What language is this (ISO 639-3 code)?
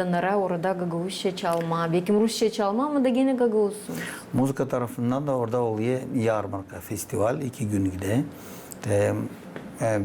gag